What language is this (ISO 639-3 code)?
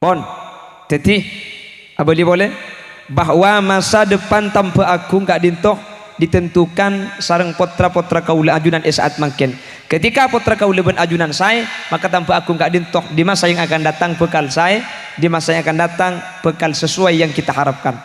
mad